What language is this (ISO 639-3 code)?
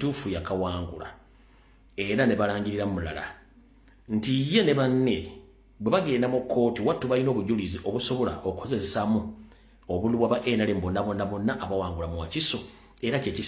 lug